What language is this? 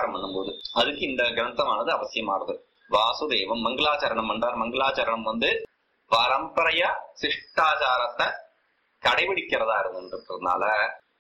Tamil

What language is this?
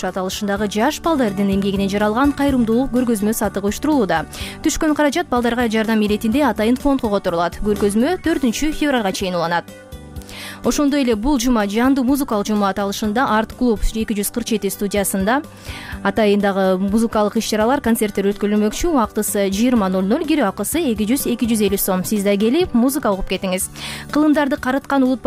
Kyrgyz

